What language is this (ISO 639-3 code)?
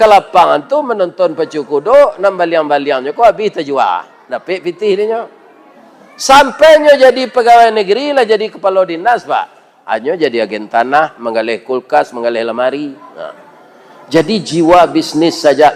min